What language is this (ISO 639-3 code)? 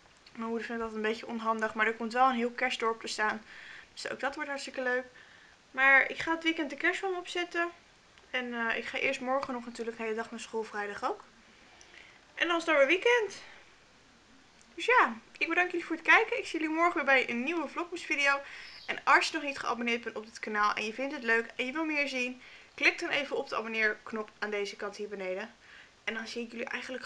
nld